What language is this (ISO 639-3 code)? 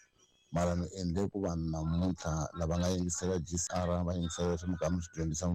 tso